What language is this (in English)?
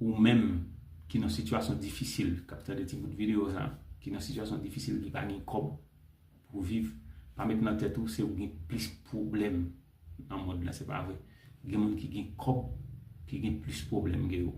Haitian Creole